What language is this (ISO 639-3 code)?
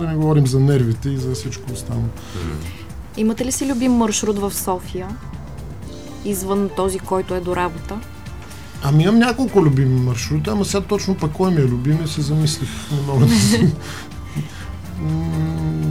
bul